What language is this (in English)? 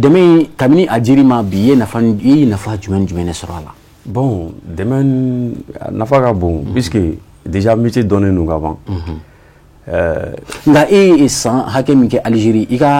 Bambara